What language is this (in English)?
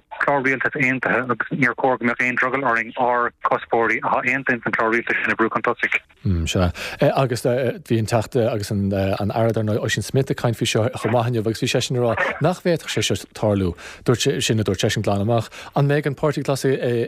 Irish